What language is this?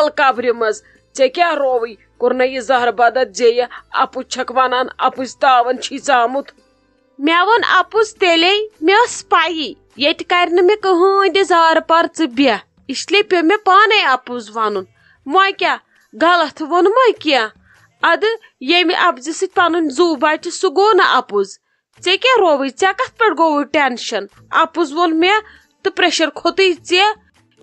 Kashmiri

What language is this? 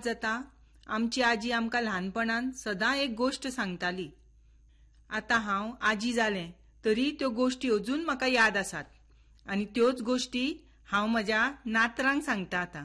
Konkani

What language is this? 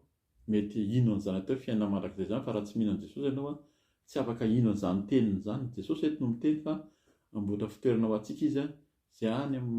Malagasy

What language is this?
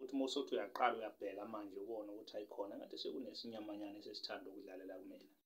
Zulu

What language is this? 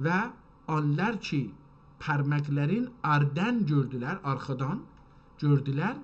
South Azerbaijani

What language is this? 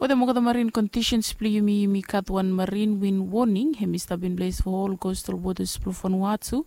Bislama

